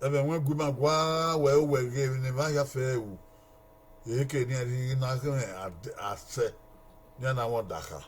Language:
Bini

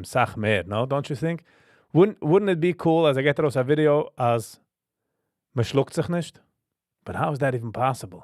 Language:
Yiddish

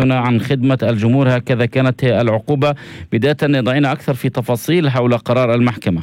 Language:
North Levantine Arabic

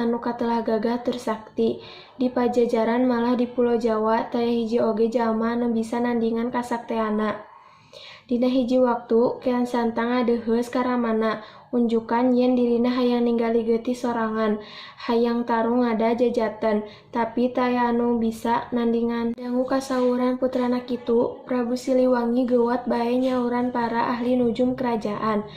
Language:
Sundanese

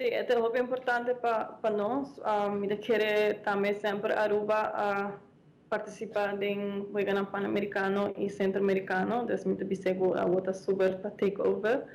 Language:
Papiamento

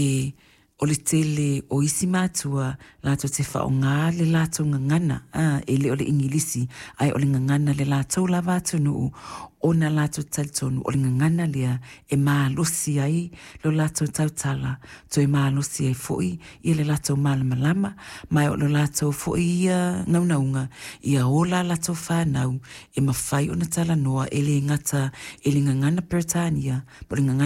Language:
Samoan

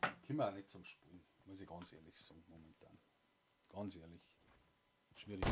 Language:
Bavarian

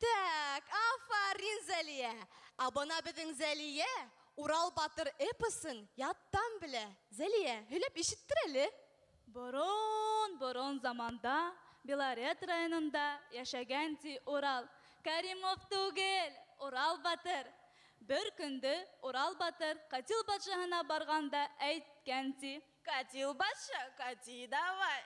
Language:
Bashkir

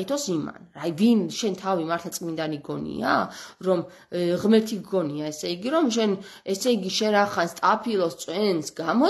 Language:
Georgian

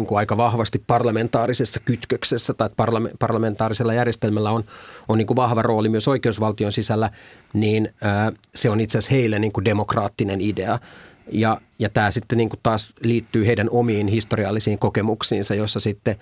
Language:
Finnish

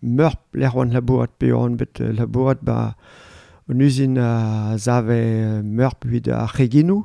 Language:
Breton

